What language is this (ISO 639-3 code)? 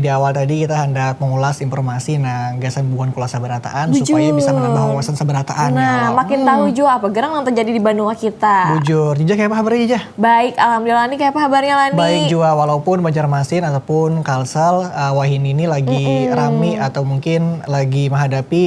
bjn